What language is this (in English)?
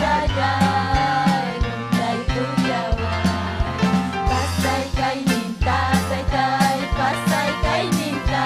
Ayacucho Quechua